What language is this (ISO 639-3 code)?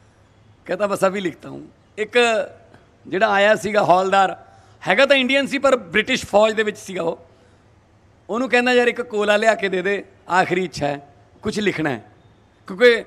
pan